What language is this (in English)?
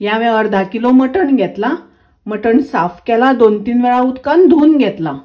Konkani